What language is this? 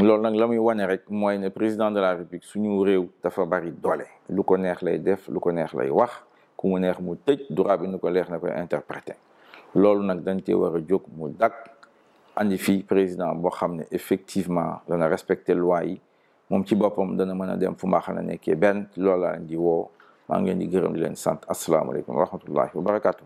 Wolof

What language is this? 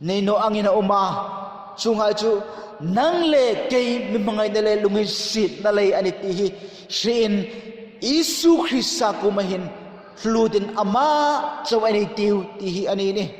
Hmar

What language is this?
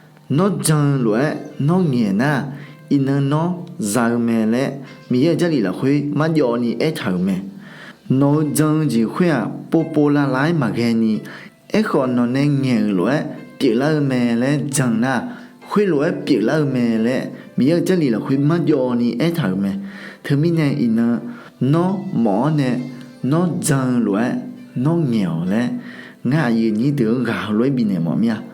Akha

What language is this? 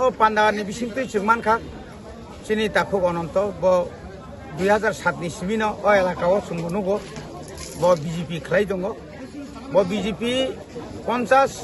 Kok Borok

